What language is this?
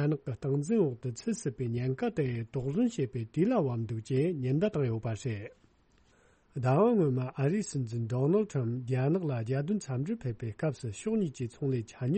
Tibetan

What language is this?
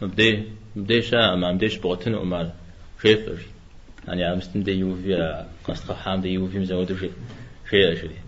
Kabardian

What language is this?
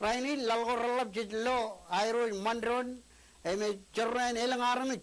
Marshallese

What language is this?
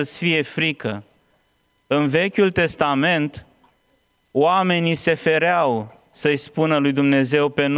Romanian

